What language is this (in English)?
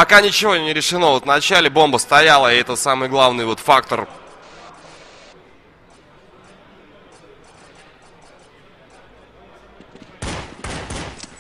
Russian